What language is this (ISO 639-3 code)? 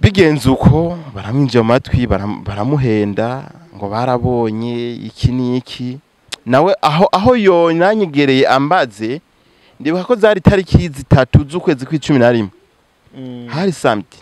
run